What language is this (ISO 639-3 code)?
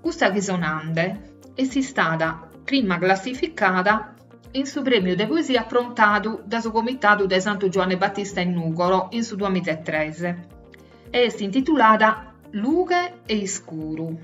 srd